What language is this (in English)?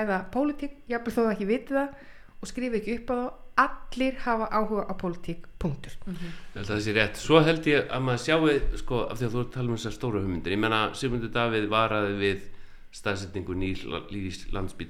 Icelandic